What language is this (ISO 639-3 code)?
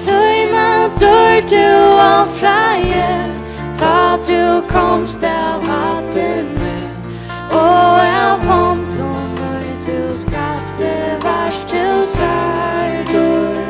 fao